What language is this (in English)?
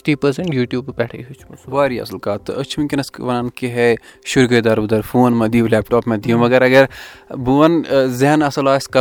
Kashmiri